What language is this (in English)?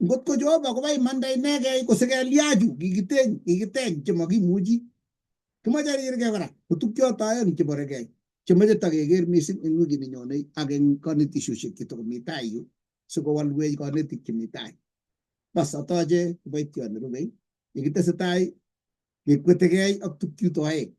Kalenjin